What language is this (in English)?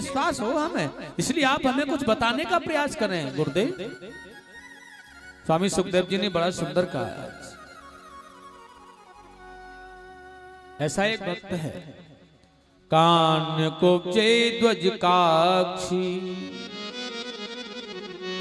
Hindi